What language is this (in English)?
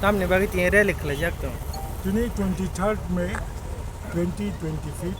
Kok Borok